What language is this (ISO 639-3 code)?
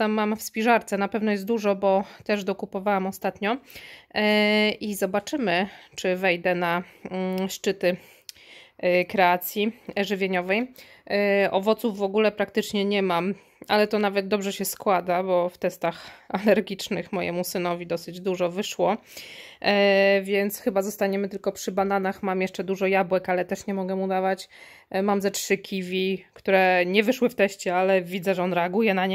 pol